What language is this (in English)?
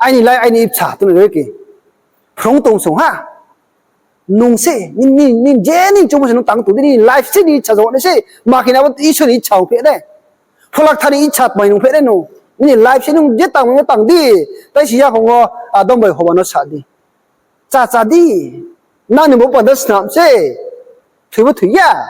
Riang (India)